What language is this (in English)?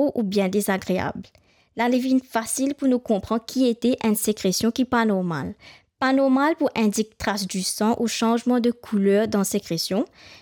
Morisyen